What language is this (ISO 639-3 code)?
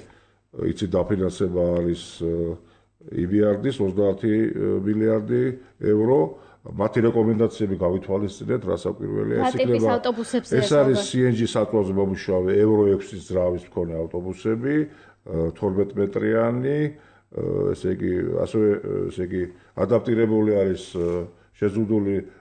kat